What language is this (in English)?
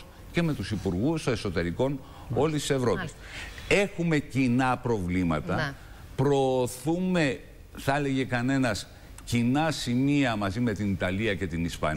Greek